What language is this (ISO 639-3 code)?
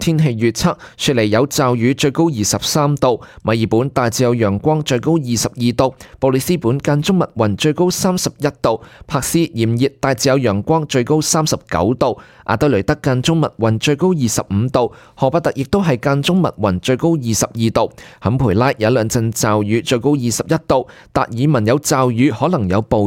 yue